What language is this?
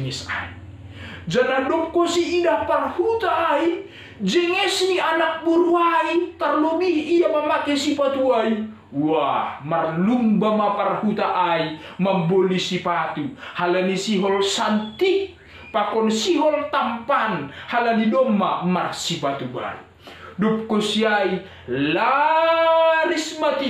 Batak Simalungun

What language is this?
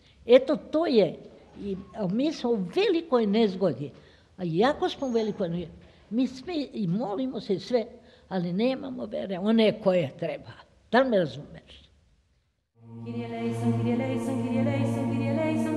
Serbian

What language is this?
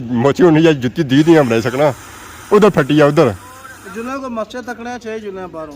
Pahari-Potwari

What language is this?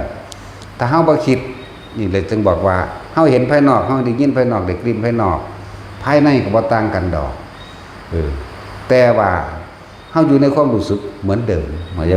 Northeastern Thai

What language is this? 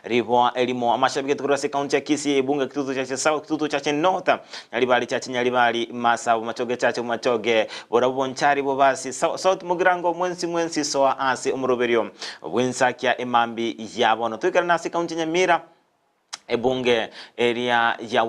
Gusii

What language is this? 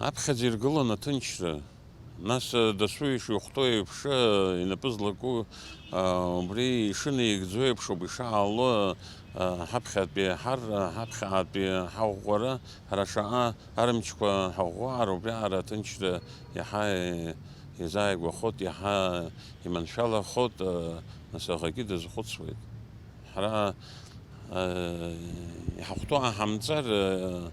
Abkhazian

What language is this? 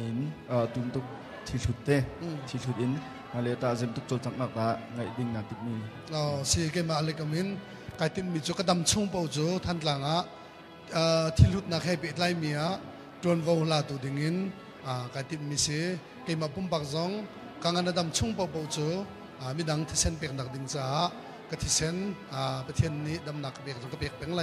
Hakha Chin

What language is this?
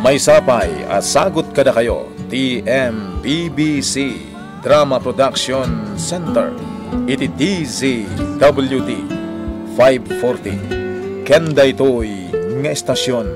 Iloko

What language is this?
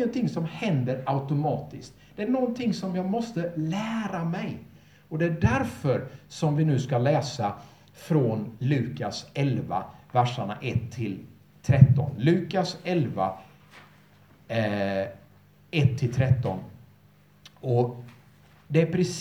Swedish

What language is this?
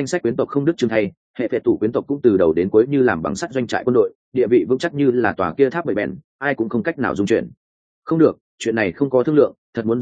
Vietnamese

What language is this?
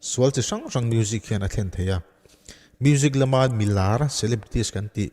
Mizo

